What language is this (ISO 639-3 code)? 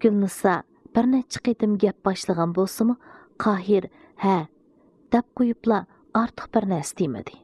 uig